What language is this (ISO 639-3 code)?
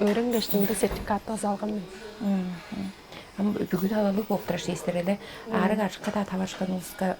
tyv